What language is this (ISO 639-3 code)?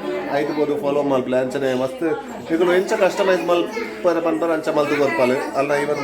tcy